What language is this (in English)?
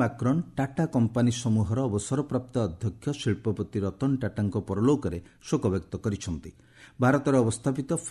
Odia